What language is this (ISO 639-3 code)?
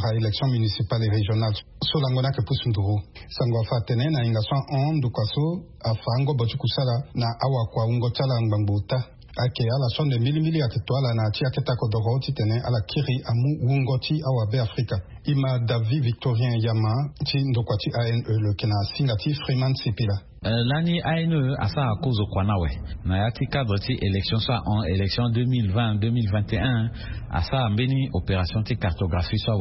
sag